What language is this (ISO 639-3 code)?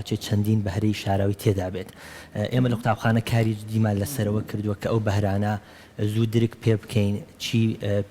ckb